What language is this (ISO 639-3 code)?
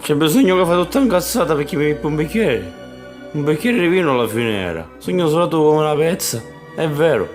scn